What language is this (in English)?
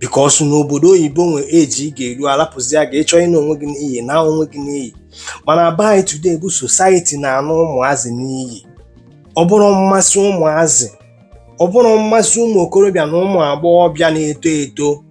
Igbo